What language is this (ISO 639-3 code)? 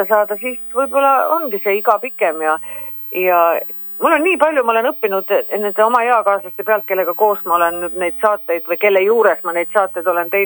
est